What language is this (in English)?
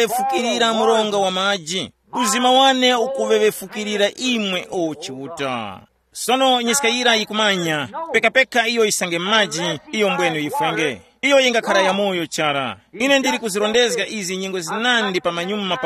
Tumbuka